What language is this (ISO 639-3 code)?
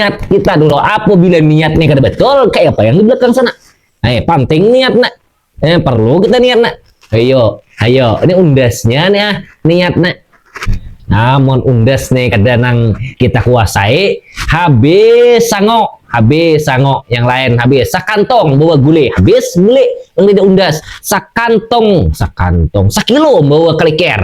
bjn